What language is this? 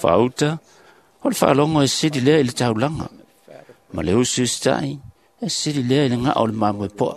Samoan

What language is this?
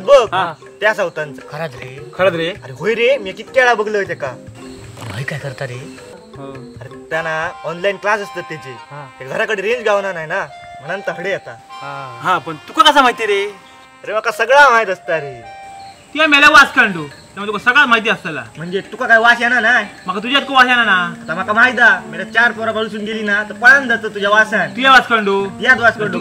Konkani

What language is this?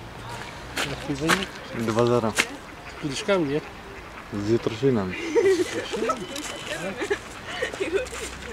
Polish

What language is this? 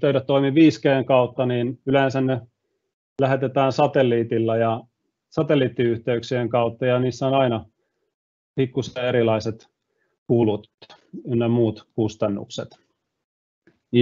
Finnish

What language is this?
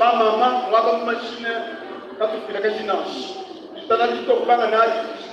Luba-Lulua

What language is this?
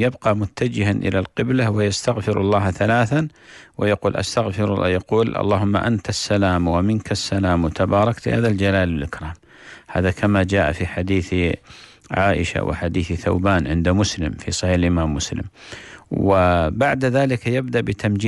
Arabic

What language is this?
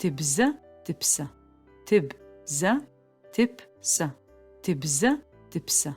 Adyghe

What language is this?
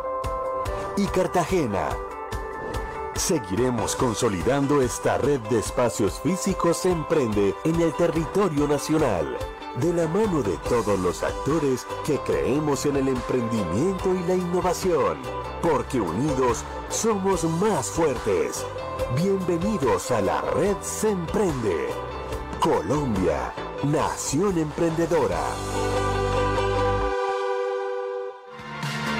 Spanish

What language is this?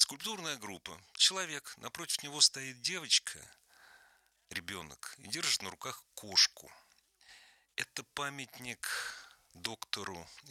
Russian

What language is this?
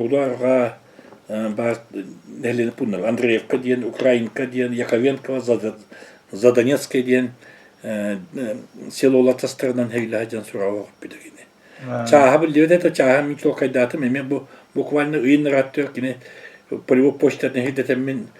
Yakut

